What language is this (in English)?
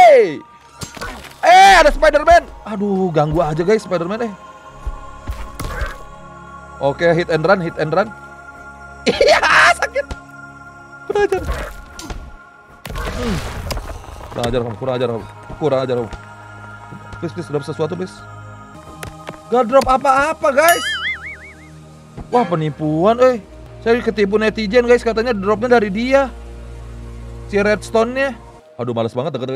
Indonesian